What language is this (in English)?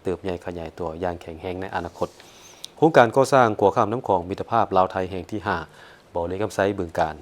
Lao